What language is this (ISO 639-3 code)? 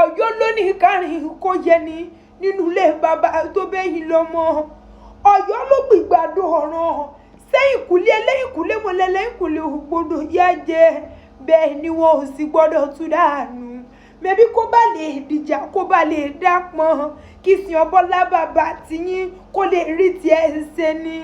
yor